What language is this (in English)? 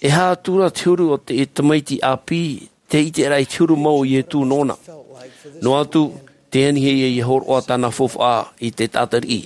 Tahitian